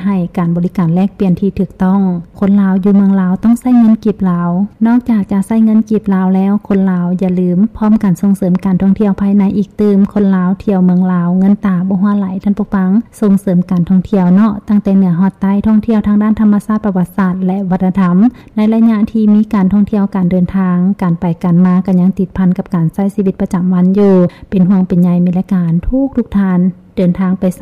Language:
Lao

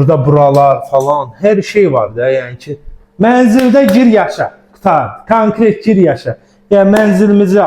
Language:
Azerbaijani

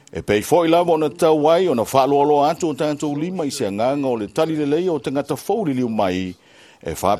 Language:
Samoan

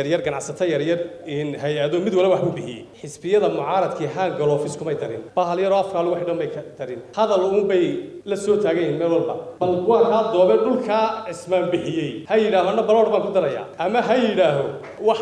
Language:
Somali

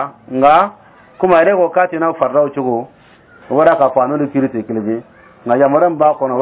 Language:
Dyula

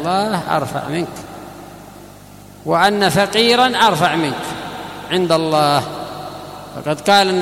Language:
Arabic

